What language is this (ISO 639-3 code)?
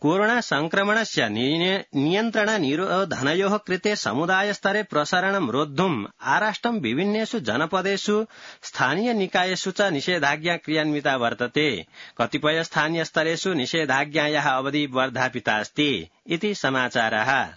san